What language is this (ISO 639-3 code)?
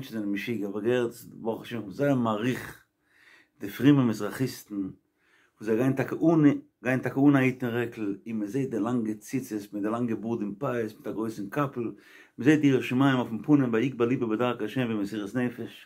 yid